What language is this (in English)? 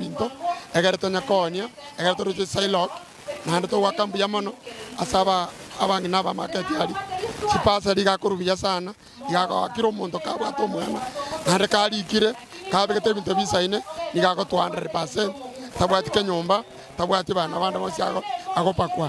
Gusii